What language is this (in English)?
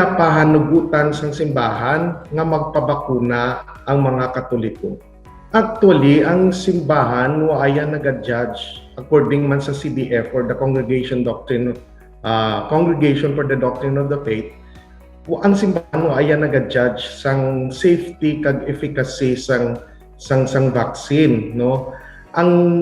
Hiligaynon